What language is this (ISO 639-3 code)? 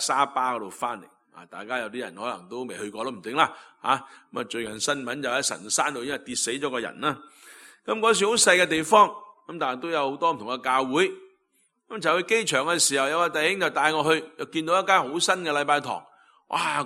yue